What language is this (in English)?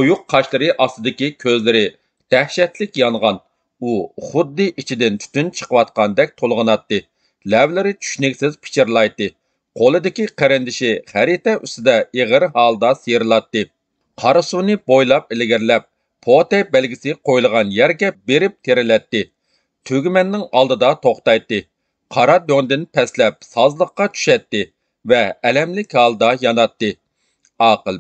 Uyghur